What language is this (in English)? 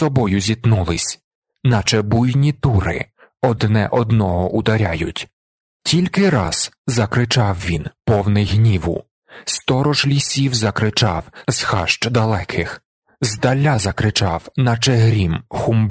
Ukrainian